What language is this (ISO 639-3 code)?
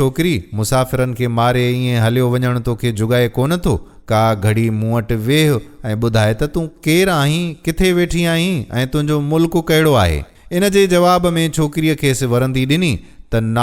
snd